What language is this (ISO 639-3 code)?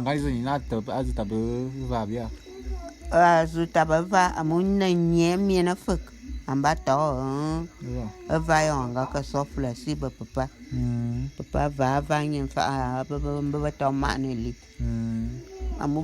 bum